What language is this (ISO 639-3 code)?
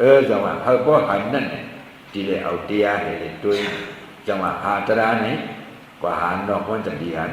shn